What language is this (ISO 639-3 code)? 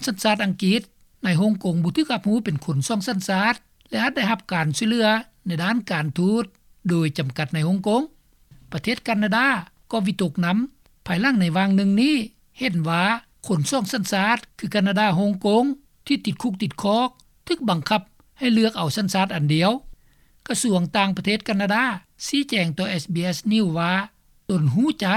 lao